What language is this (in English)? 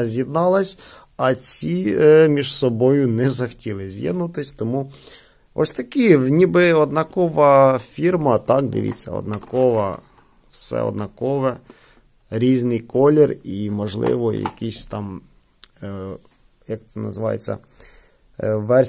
Ukrainian